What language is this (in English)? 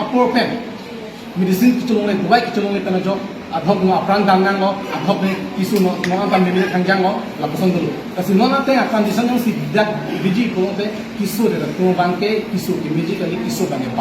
Karbi